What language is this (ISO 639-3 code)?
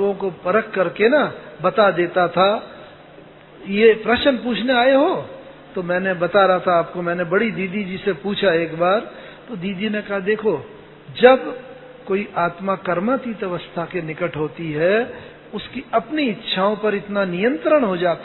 hin